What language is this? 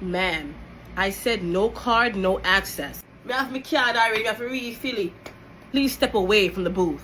Jamaican Creole English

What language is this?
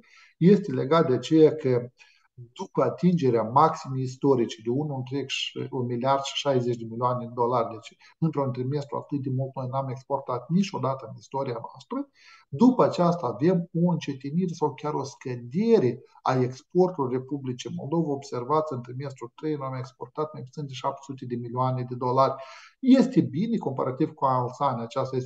Romanian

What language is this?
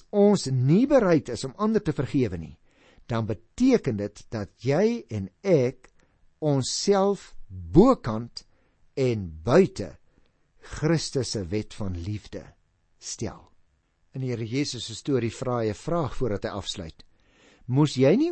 Afrikaans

